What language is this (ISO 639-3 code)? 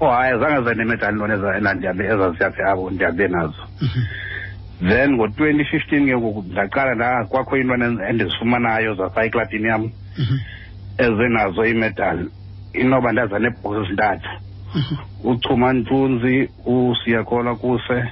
xho